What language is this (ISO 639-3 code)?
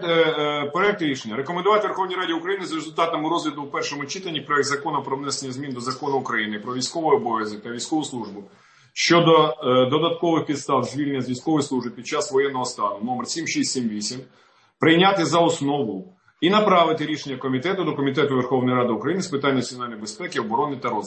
ukr